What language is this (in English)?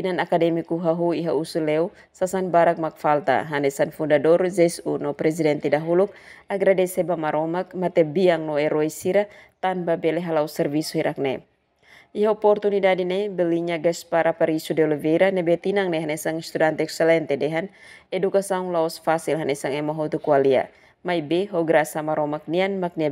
Tetum